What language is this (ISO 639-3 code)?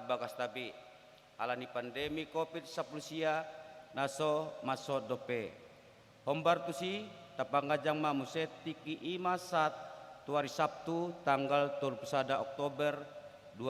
bbc